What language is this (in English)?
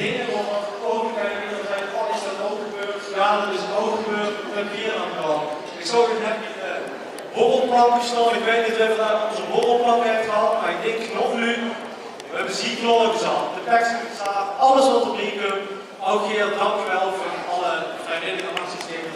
Limburgish